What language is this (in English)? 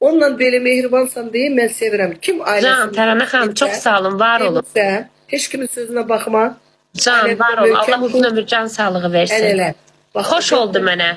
Azerbaijani